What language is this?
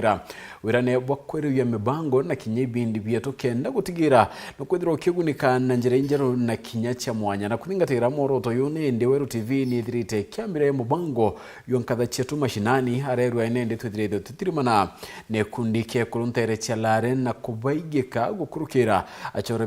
Meru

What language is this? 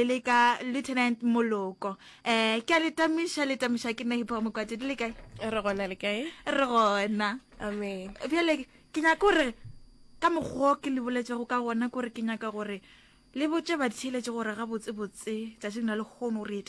Northern Sotho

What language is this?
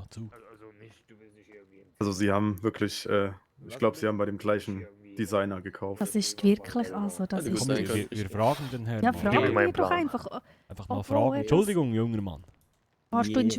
Swiss German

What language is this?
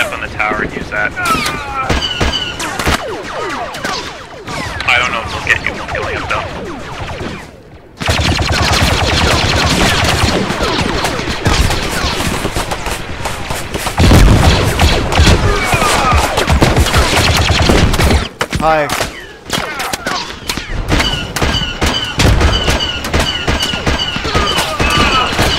English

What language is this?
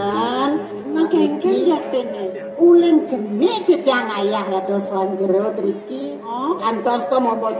Balinese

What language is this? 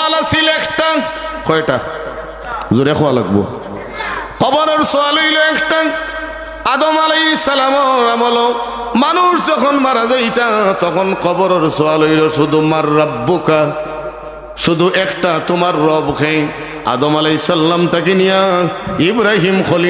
Sylheti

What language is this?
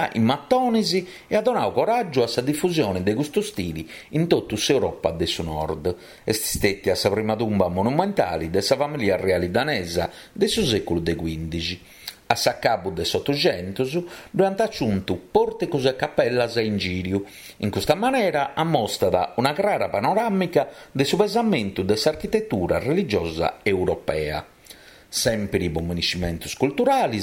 Sardinian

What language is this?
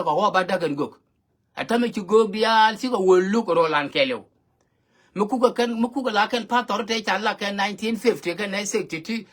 Nuer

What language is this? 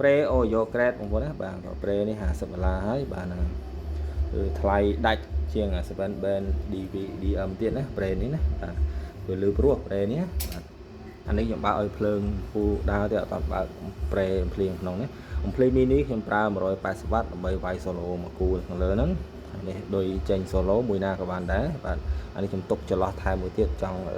Khmer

